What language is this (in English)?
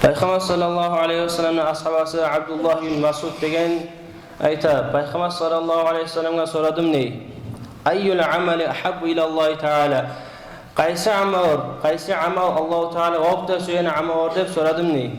Kumyk